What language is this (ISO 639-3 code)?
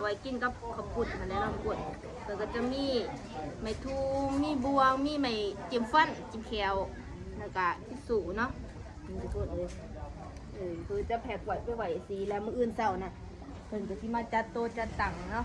lao